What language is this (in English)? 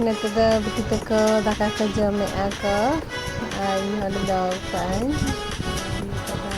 Santali